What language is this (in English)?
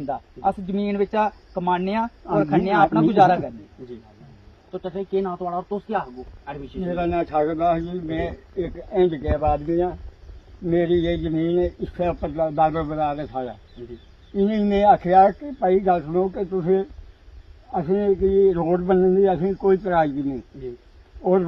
Dogri